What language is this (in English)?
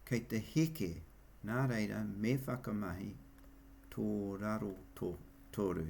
Māori